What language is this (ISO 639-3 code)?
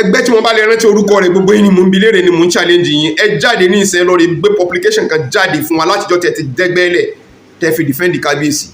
yor